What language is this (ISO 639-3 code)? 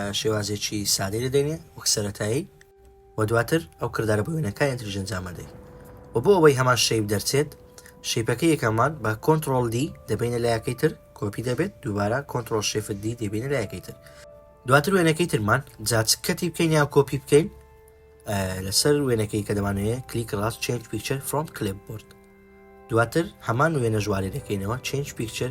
ckb